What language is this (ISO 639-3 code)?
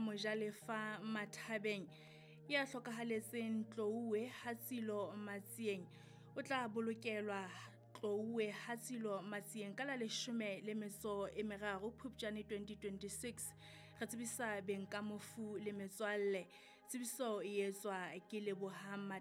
sot